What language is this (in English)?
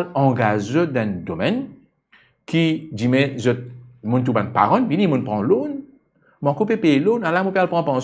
Morisyen